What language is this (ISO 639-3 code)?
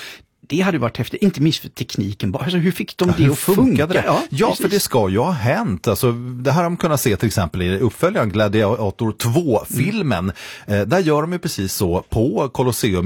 swe